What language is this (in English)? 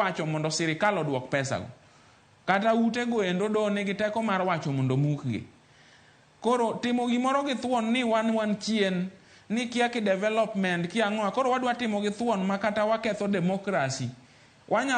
Luo (Kenya and Tanzania)